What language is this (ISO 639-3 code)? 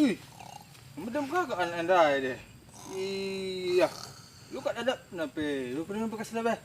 btx